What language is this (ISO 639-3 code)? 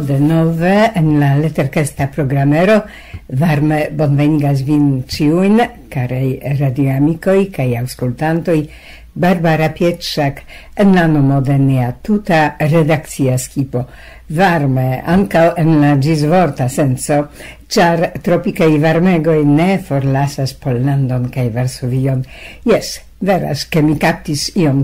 epo